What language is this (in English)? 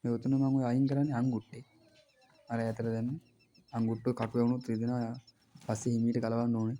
Sinhala